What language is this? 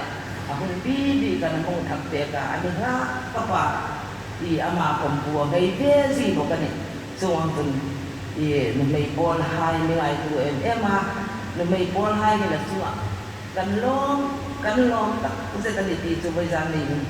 Hmar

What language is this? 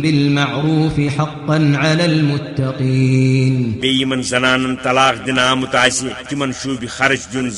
Kashmiri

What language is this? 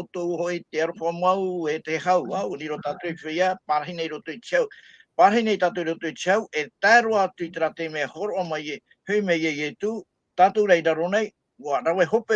Tahitian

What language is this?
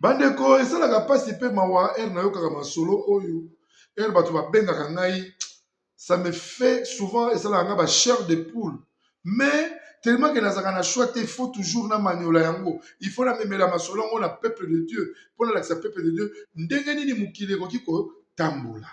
Lingala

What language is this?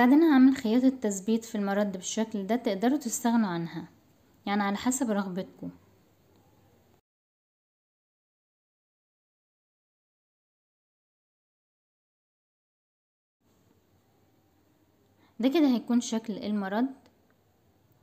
Egyptian Arabic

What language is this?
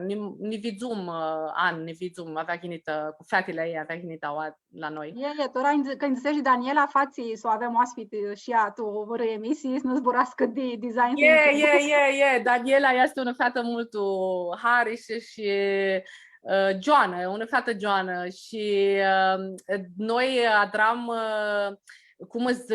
Aromanian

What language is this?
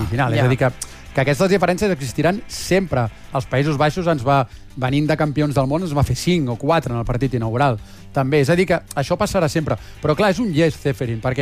Catalan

